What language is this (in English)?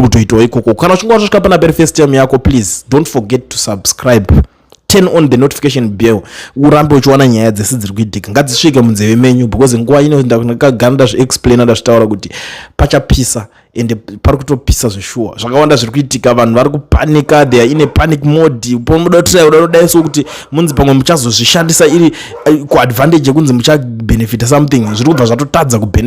Shona